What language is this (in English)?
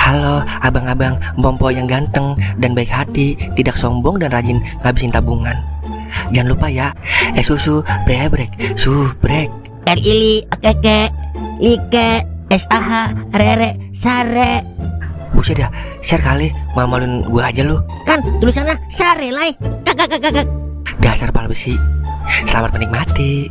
Betawi